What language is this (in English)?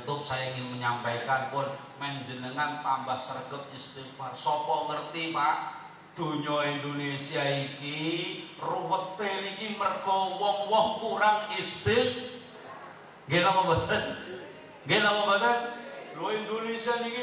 Javanese